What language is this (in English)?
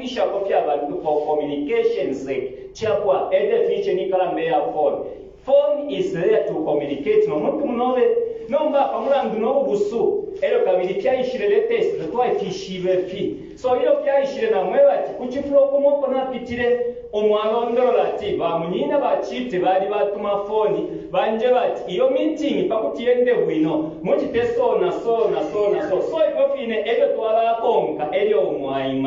Bemba